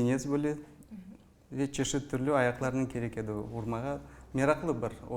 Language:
Crimean Tatar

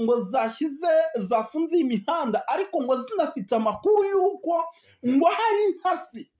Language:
Kinyarwanda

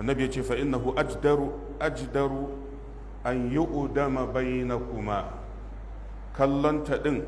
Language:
Hausa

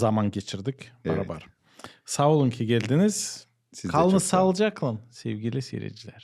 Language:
Gagauz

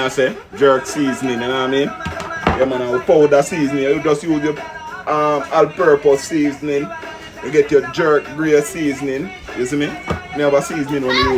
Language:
Jamaican Creole English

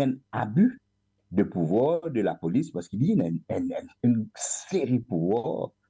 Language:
Morisyen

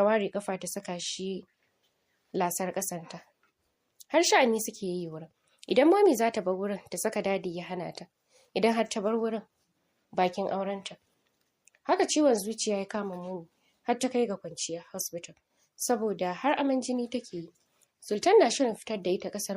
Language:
Hausa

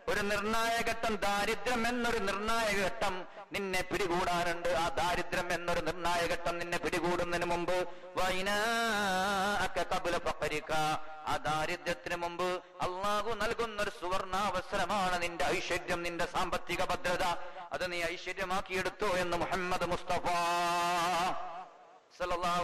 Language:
Malayalam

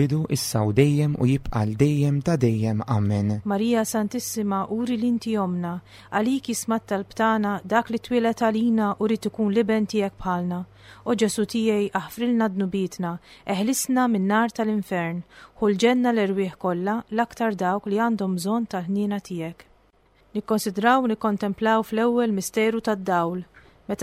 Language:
Maltese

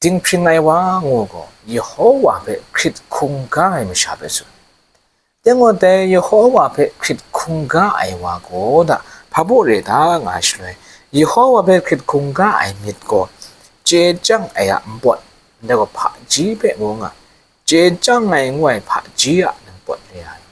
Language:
Kachin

